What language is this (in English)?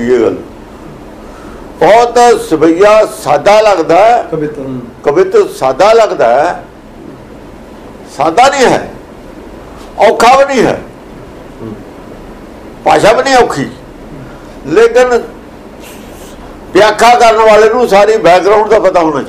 Punjabi